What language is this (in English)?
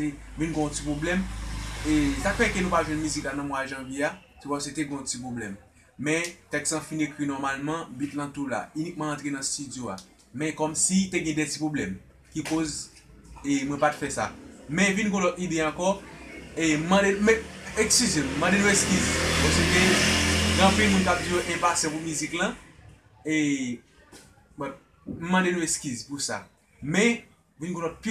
Haitian Creole